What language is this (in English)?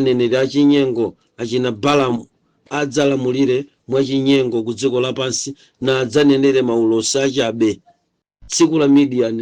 Nyanja